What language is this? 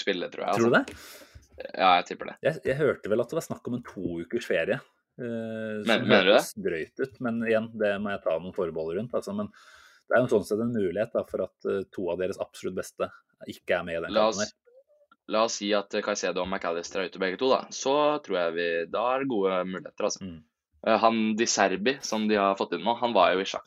Norwegian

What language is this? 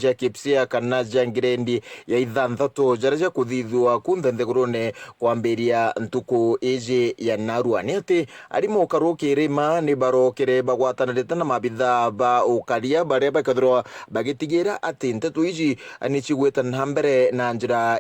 Meru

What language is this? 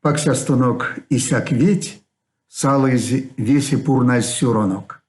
Erzya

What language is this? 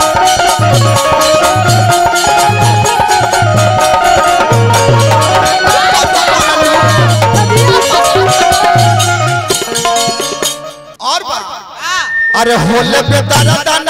Bhojpuri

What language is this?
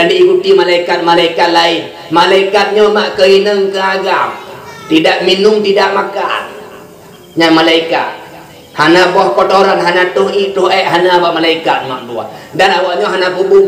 Achinese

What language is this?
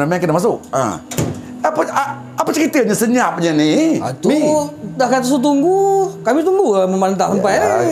Malay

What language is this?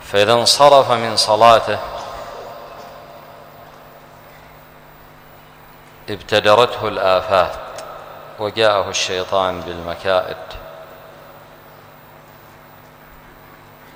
Arabic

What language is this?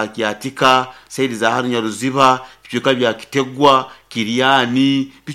Nyoro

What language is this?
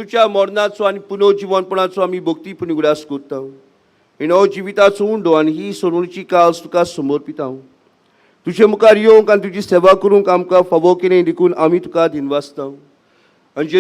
Konkani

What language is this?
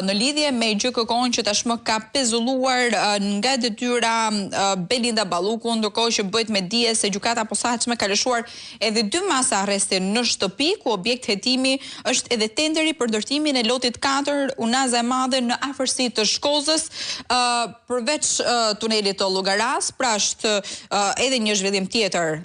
Albanian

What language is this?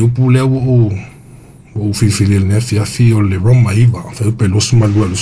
Samoan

